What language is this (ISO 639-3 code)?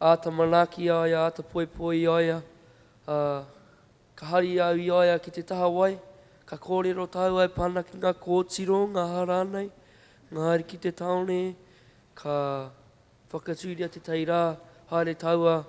mri